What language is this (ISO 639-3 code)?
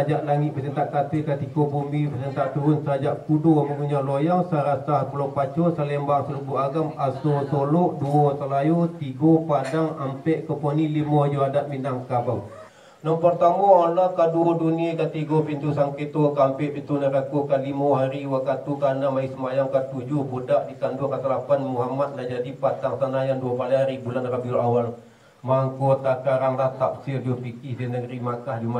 min